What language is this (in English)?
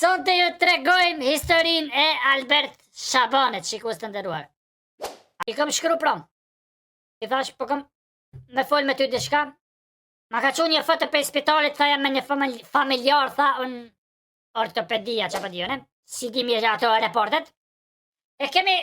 Albanian